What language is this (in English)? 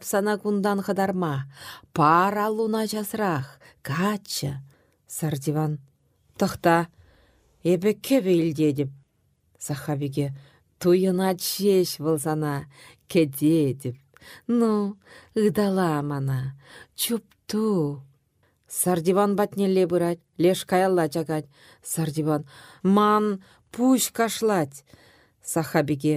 Chuvash